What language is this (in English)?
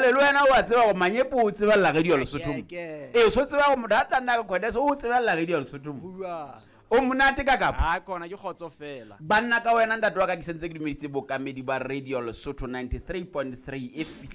Southern Sotho